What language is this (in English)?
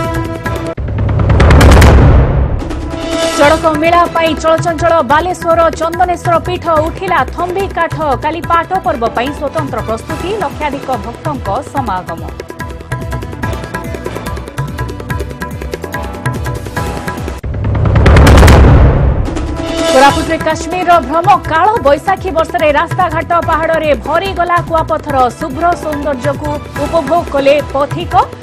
Odia